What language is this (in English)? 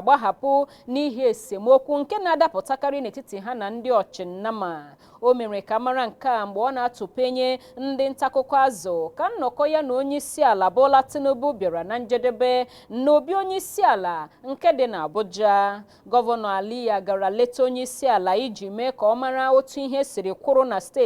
Igbo